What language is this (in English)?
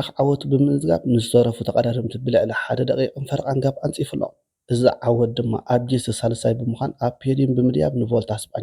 Tigrinya